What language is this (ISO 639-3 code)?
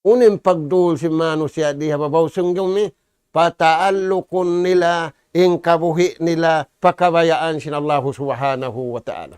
tsg